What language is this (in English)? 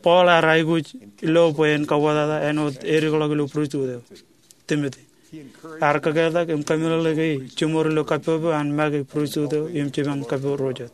Marshallese